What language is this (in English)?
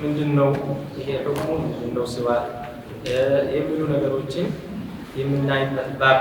Amharic